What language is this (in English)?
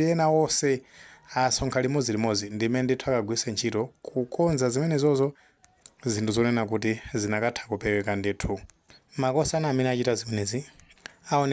Nyanja